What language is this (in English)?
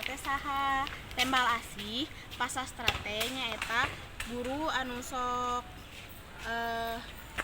Sundanese